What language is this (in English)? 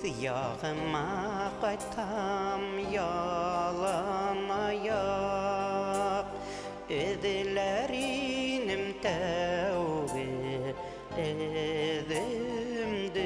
Bashkir